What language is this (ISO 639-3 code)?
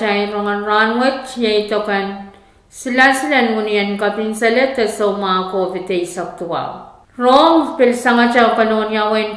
pon